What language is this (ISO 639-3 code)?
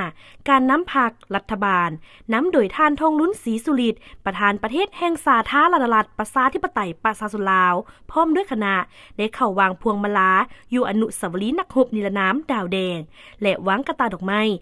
lao